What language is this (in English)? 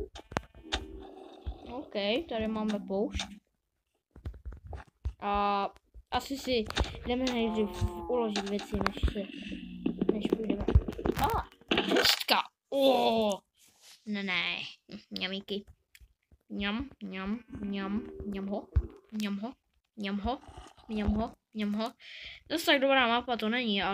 Czech